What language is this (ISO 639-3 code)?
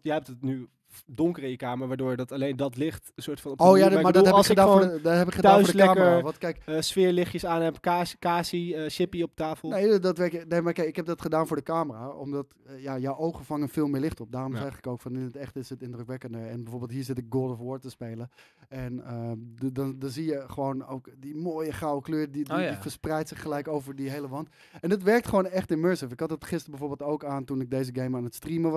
nld